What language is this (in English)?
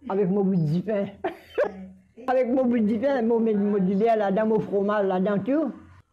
Morisyen